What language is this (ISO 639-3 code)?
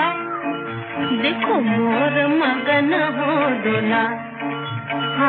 hin